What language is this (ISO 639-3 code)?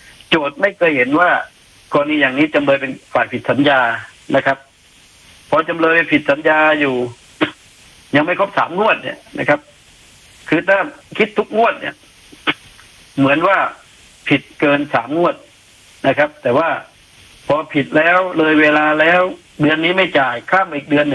tha